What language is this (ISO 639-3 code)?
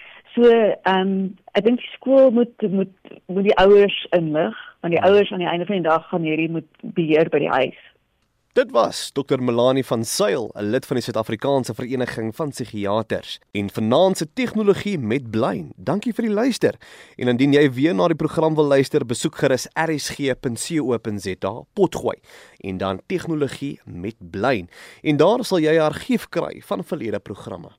afr